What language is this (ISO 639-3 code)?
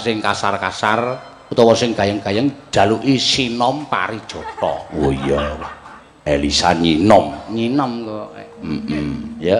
jav